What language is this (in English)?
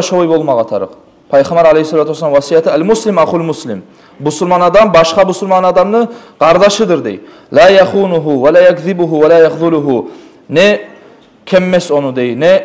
Kumyk